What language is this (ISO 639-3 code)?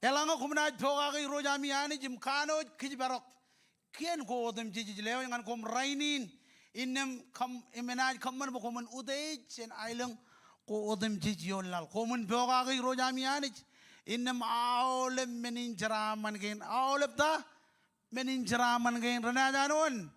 mah